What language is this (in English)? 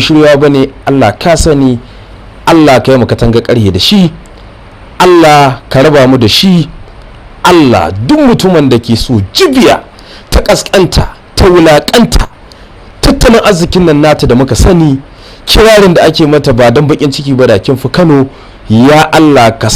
Hausa